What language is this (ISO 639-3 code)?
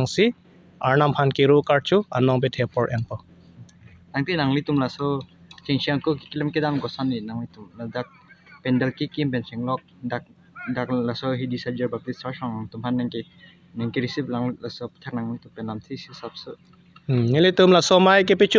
mjw